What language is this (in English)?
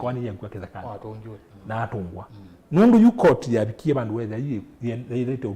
Kamba